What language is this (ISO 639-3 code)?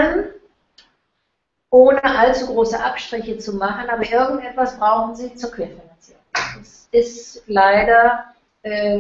deu